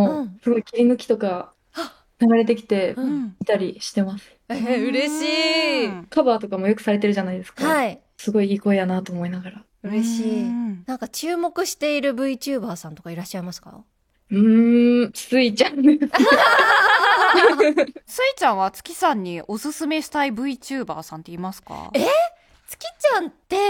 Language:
Japanese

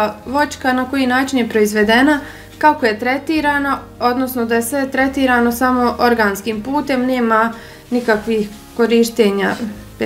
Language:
Bosnian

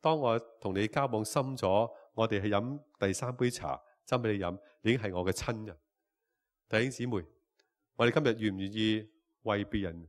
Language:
Cantonese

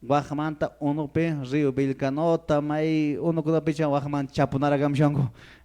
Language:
Quechua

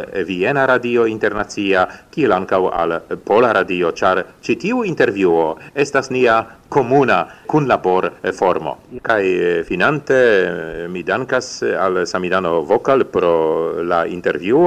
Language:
Esperanto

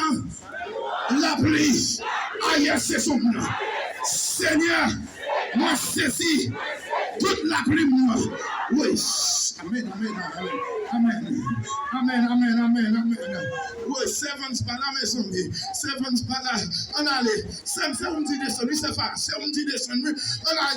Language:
Haitian Creole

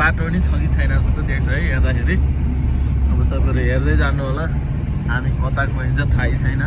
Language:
Nepali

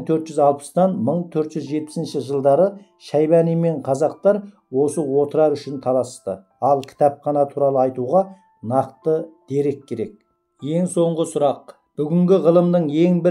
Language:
Kazakh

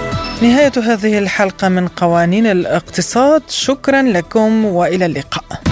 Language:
Arabic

